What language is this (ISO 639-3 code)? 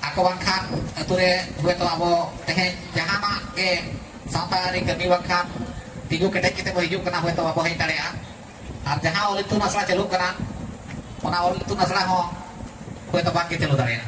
sat